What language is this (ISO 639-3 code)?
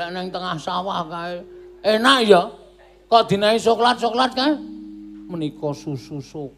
jav